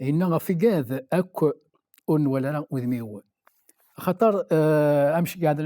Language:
Kabyle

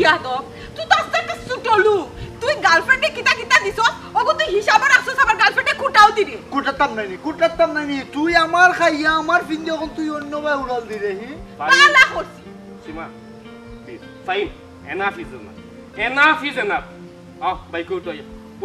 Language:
Sylheti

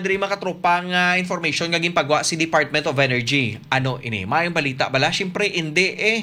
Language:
Hiligaynon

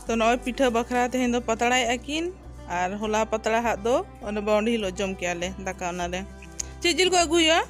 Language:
Santali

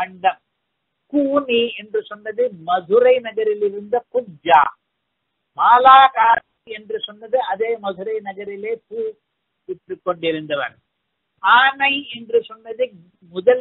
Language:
Tamil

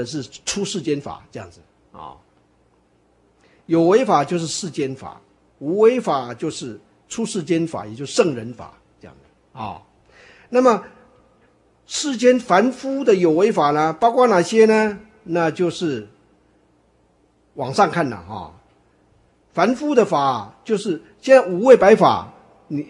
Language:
Chinese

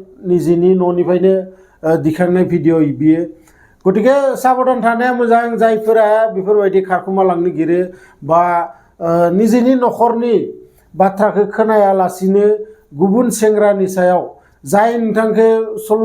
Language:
Bodo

